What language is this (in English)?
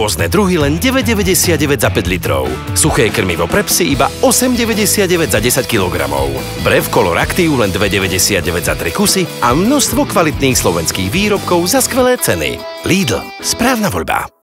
Slovak